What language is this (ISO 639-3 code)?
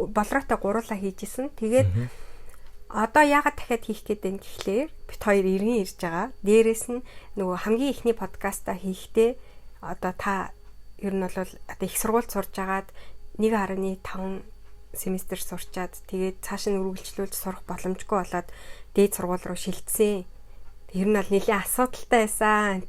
mon